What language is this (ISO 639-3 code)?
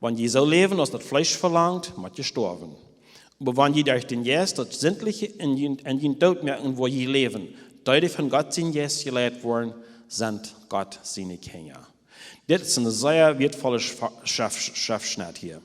pdt